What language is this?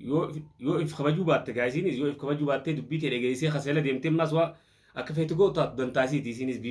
Oromo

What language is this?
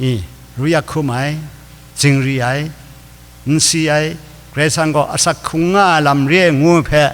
Kachin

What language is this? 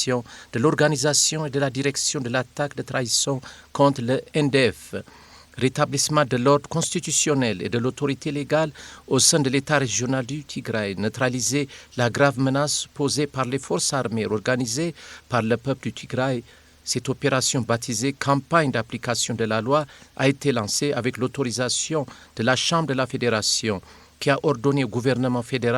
French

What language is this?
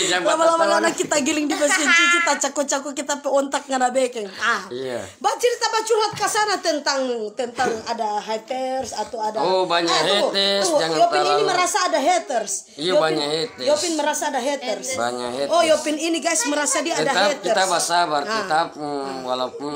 Manado Malay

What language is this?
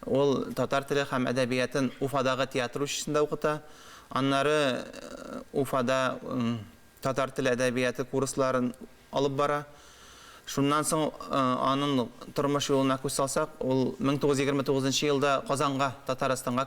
Tatar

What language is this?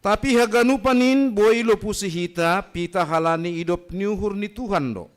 Batak Simalungun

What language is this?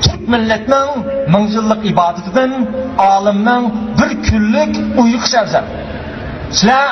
Uyghur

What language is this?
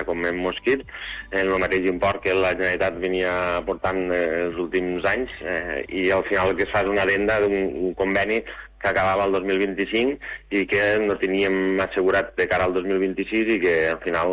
Catalan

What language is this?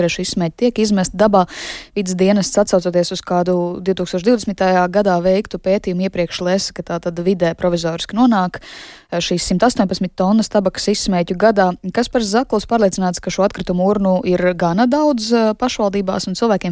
Latvian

